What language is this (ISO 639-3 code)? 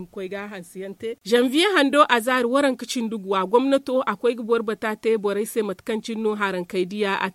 dje